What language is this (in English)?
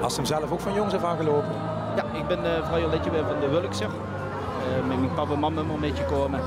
Limburgish